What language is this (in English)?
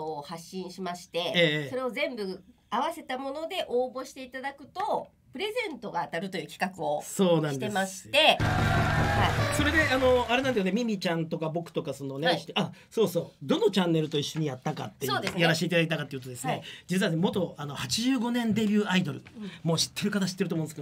Japanese